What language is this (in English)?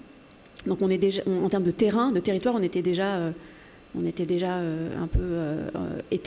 French